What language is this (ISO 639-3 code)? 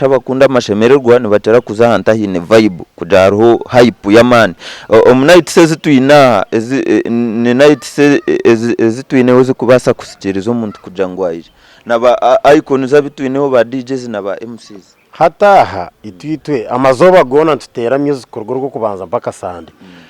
nyn